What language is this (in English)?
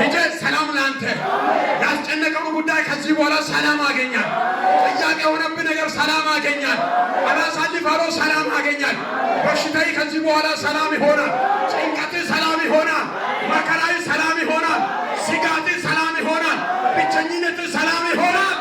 Amharic